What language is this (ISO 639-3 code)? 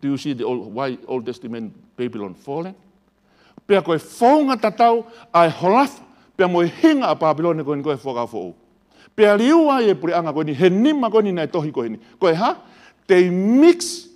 ton